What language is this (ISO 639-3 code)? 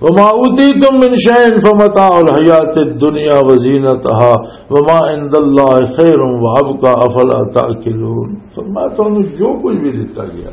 lah